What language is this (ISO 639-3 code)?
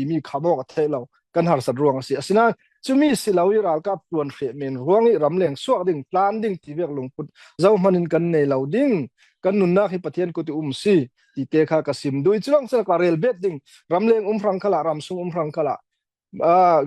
cfm